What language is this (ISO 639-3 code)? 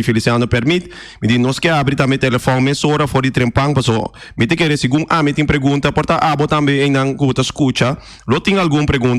pap